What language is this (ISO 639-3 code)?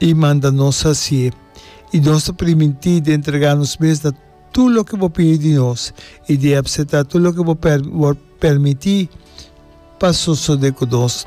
pap